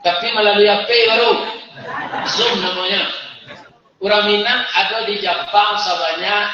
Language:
Minangkabau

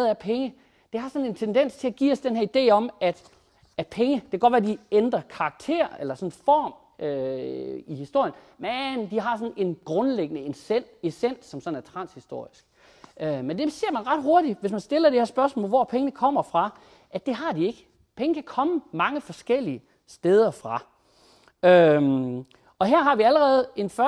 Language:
Danish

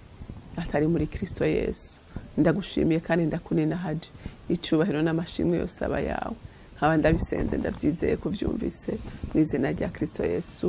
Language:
Rundi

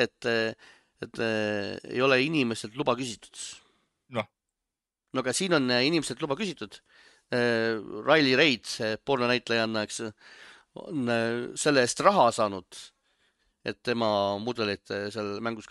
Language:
Estonian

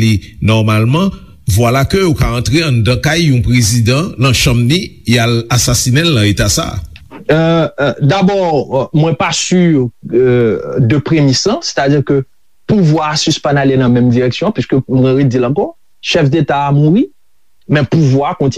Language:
Haitian Creole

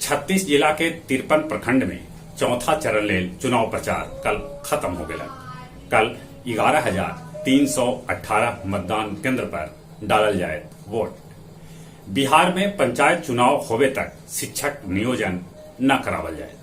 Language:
Magahi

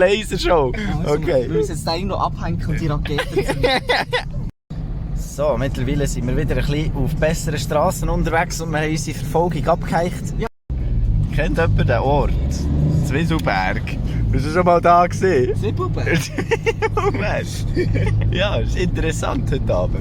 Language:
Swiss German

